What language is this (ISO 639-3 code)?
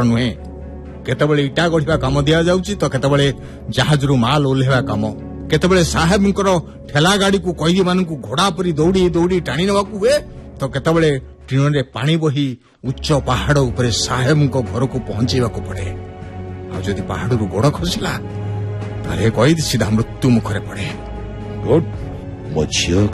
ori